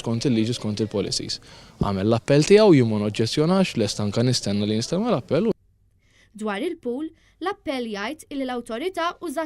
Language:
Maltese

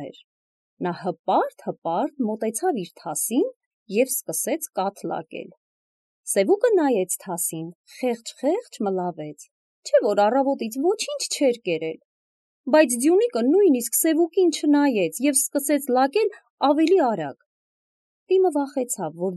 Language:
Armenian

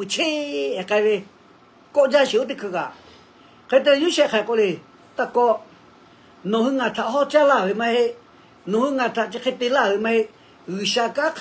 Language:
Lahu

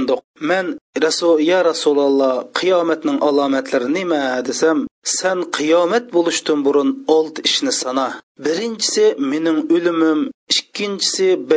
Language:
Uyghur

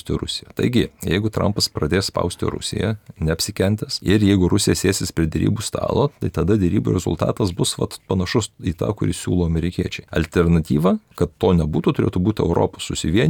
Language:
Lithuanian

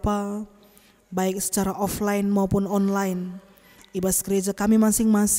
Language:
Batak Karo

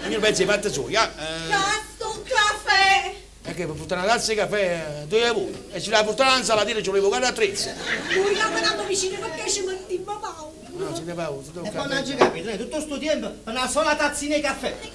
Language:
Neapolitan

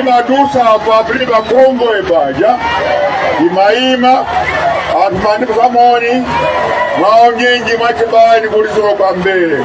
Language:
Nyanja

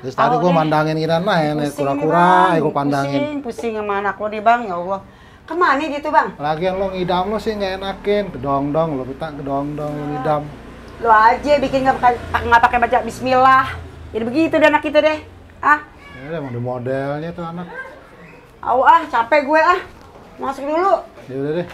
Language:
Betawi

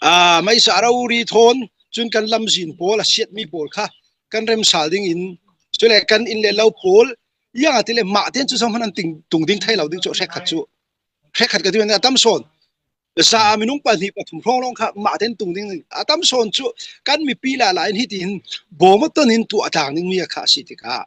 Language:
Falam Chin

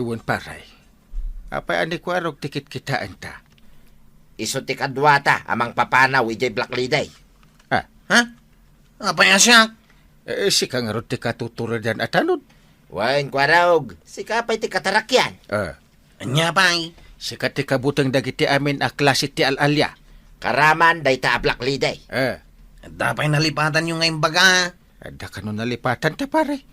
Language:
Iloko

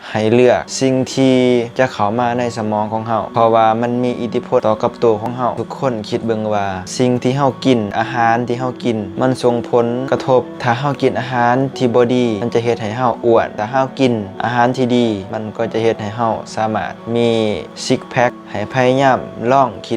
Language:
Lao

